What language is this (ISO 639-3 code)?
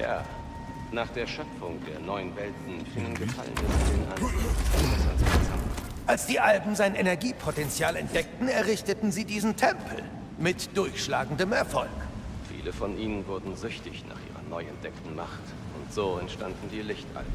bar